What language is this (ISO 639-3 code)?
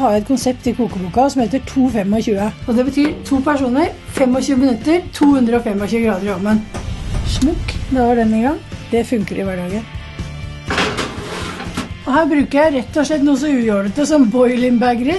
nor